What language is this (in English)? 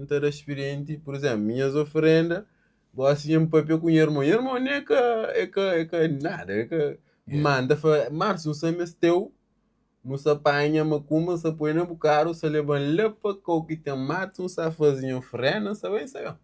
Kabuverdianu